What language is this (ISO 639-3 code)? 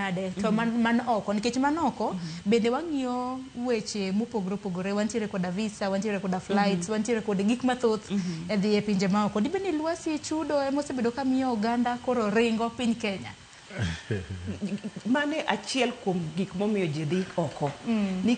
luo